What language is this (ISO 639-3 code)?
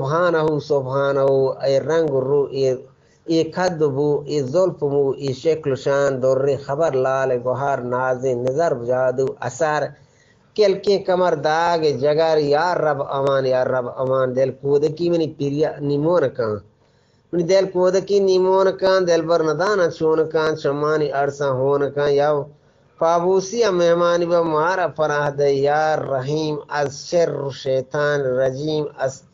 bgp